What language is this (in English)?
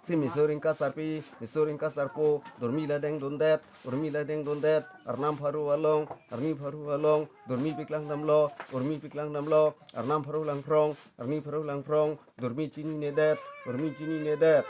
Karbi